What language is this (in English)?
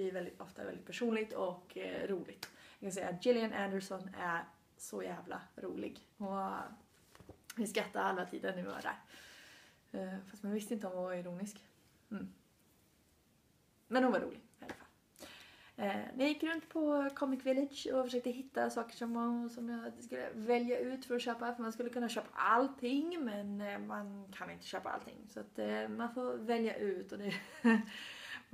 Swedish